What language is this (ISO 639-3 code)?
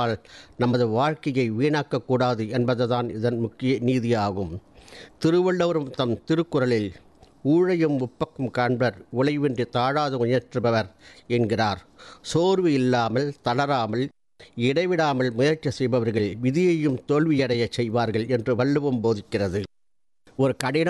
tam